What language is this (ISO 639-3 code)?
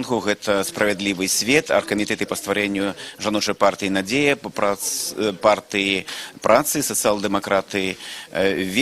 bel